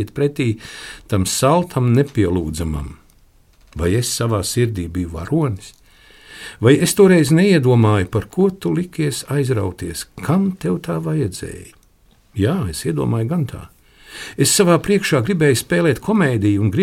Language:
Latvian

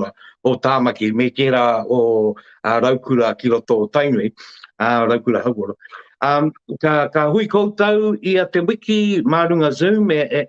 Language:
Māori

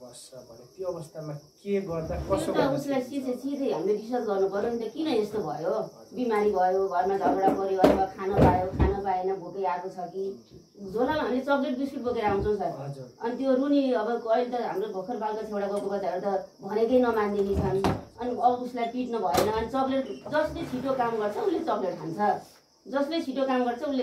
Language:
Nepali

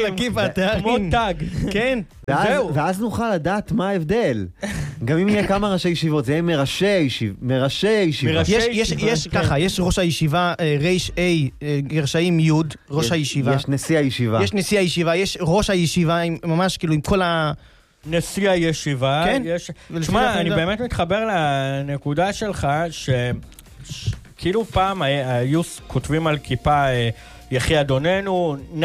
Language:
Hebrew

